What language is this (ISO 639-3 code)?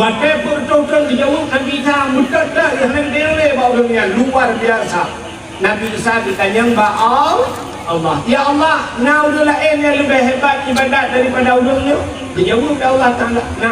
ace